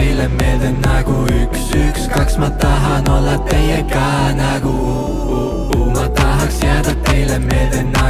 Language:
Estonian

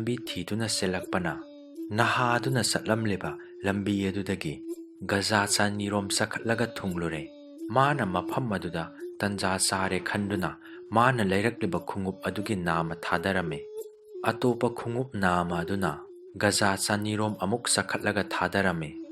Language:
Manipuri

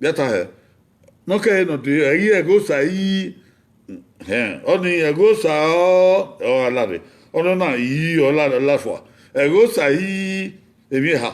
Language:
Bini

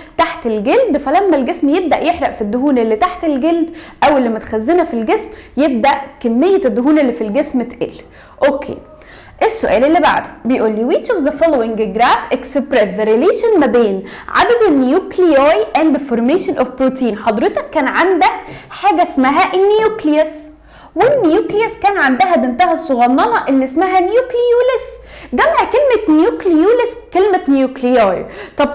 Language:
Egyptian Arabic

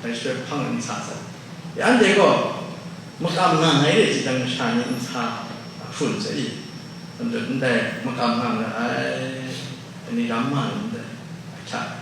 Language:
Kachin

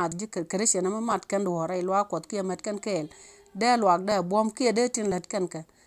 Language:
Nuer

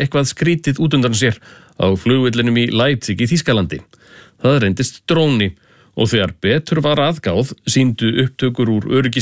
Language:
Icelandic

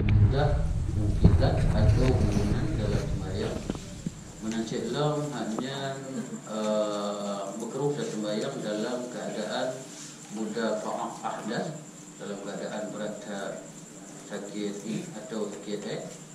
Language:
Achinese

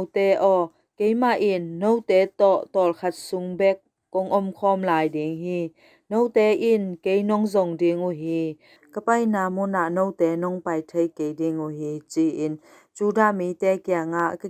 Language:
Tedim Chin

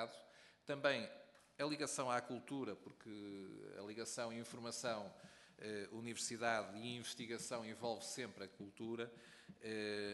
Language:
Portuguese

